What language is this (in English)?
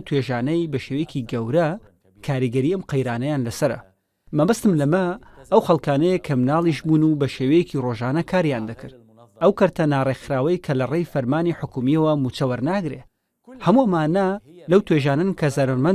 Central Kurdish